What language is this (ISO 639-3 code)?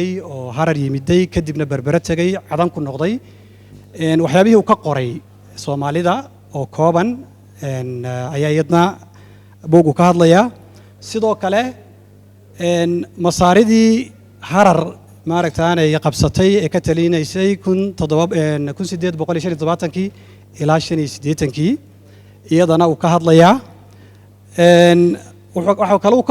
som